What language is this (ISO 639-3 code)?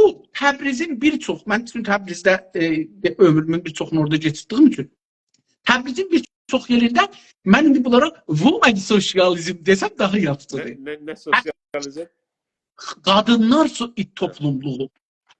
azb